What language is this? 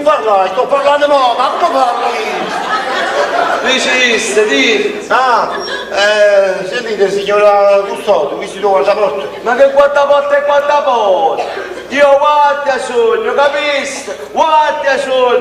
Neapolitan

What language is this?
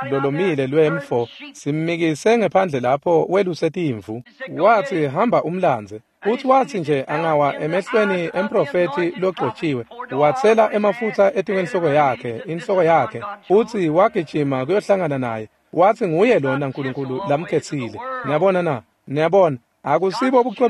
Swati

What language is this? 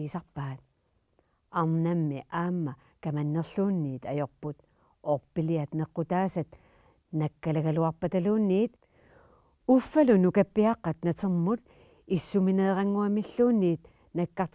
Kalaallisut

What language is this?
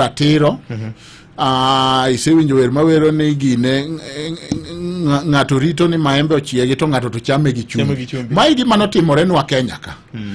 Luo (Kenya and Tanzania)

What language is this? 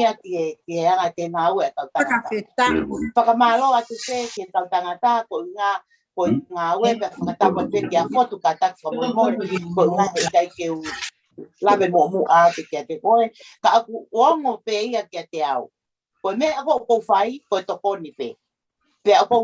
Tongan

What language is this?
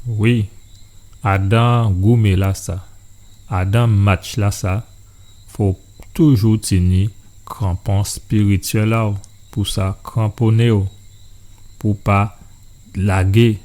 Guadeloupean Creole French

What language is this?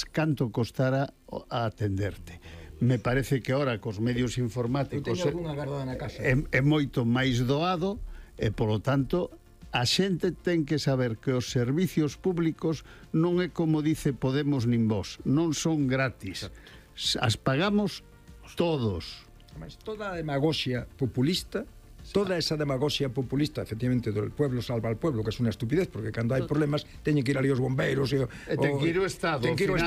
Galician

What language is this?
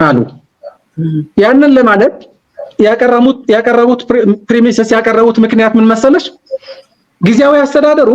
Amharic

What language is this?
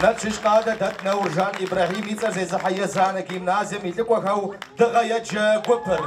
Kabardian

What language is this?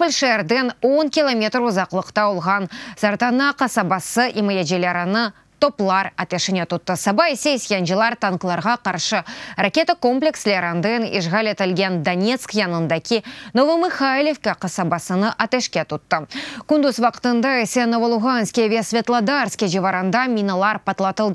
Crimean Tatar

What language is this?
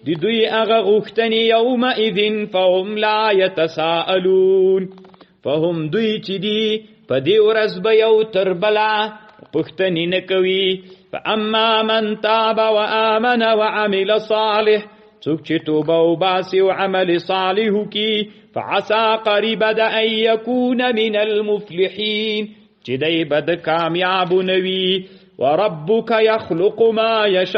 Pashto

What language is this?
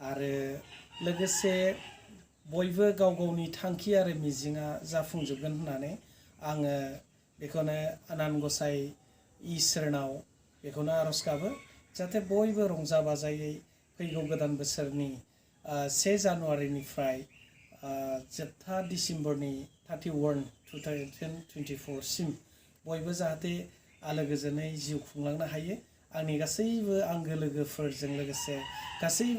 Bodo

